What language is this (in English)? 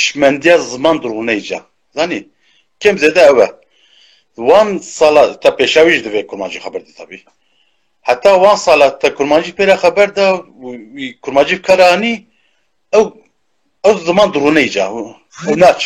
Kurdish